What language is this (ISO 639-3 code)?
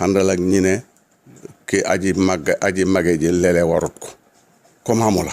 wol